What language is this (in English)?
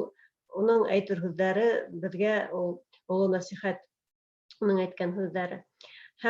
Bashkir